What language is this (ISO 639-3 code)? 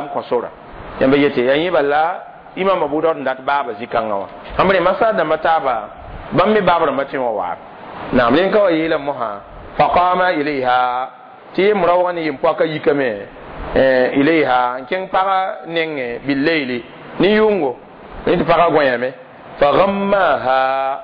mos